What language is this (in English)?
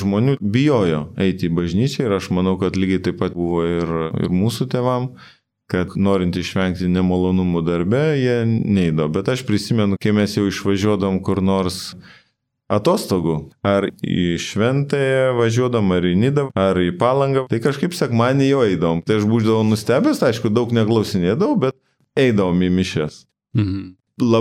Lithuanian